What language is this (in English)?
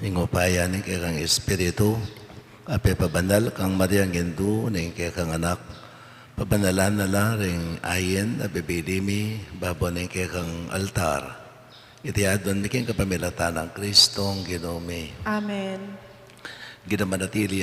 Pampanga